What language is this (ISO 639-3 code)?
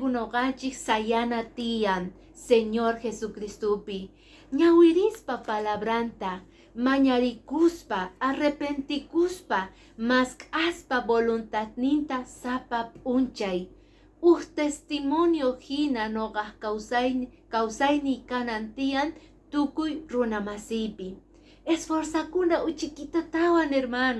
que